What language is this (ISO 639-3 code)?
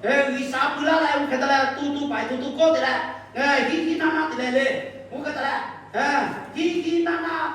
lhu